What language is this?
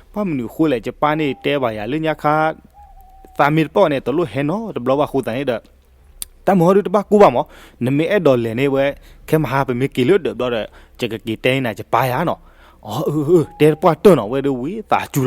S'gaw Karen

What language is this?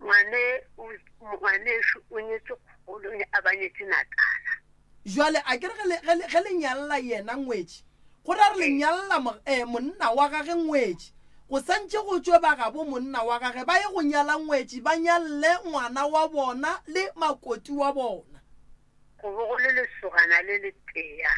Northern Sotho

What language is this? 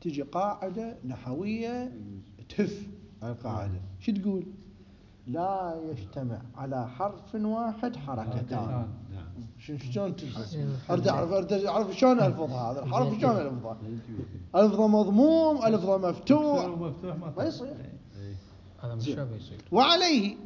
Mesopotamian Arabic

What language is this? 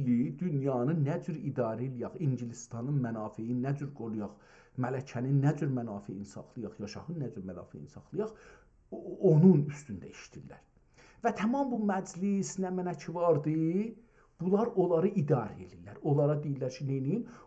South Azerbaijani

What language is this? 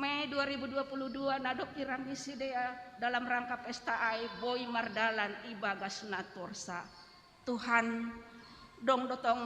Batak Simalungun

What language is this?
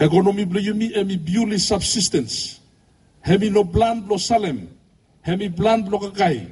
Bislama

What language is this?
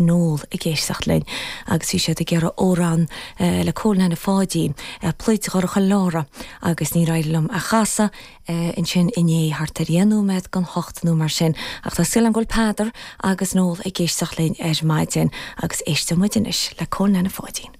Irish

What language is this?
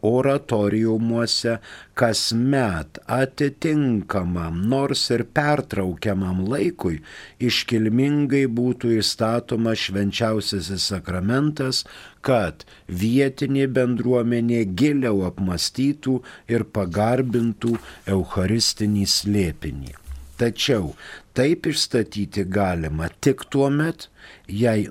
Lithuanian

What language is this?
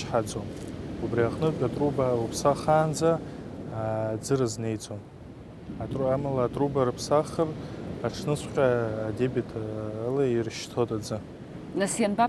Abkhazian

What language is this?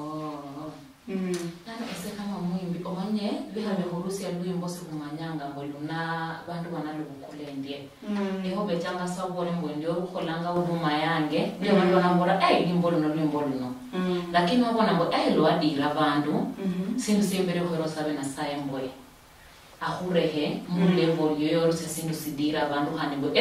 Luyia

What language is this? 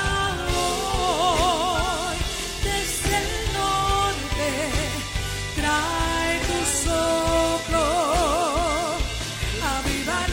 Spanish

